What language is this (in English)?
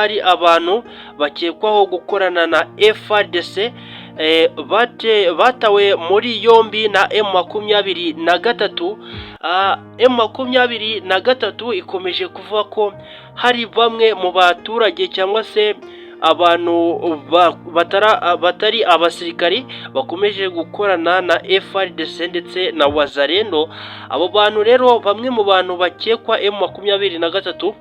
Kinyarwanda